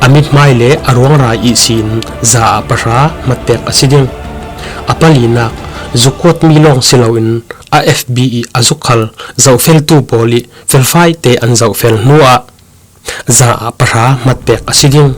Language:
Falam Chin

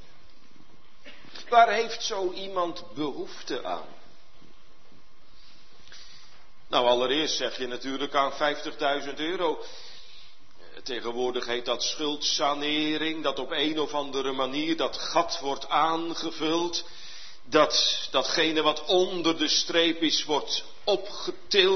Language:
Dutch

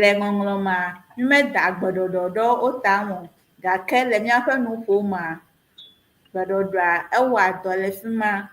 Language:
Ewe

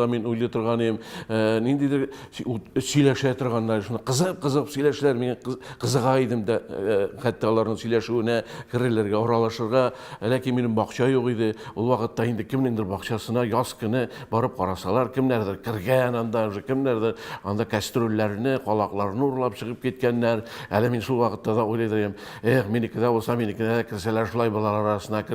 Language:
Tatar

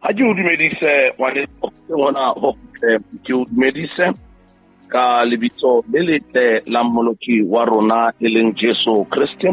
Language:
Southern Sotho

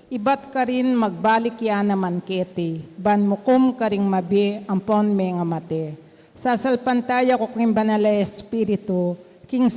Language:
Pampanga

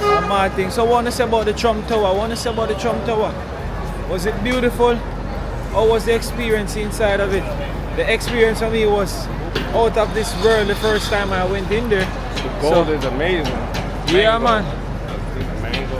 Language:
Jamaican Creole English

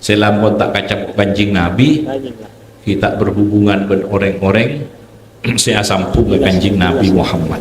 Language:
Madurese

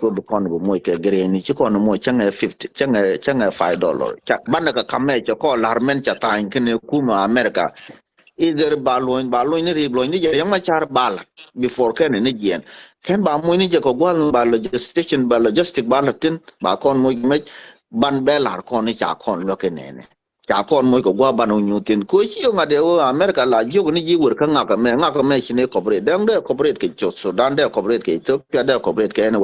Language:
Nuer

